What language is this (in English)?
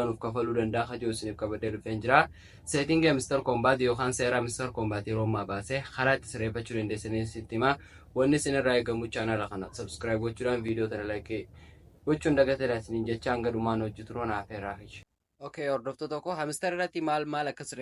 Oromo